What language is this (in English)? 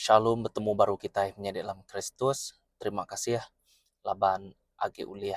Iban